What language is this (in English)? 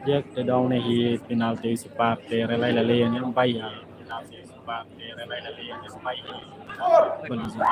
Tetum